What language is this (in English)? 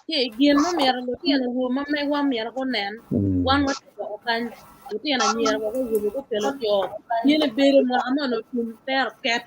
Acoli